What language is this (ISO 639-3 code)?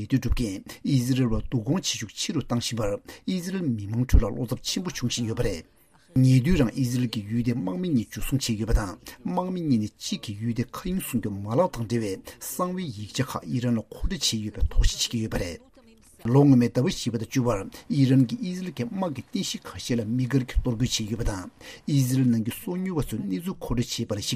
bod